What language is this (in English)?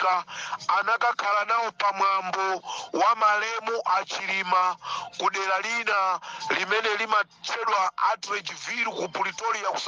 Nyanja